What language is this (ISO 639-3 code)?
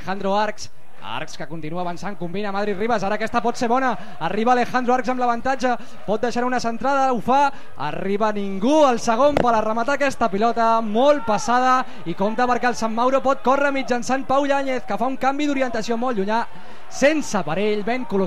cat